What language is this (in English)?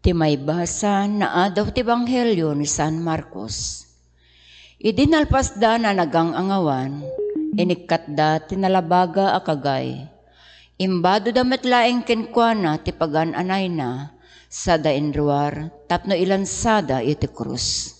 Iloko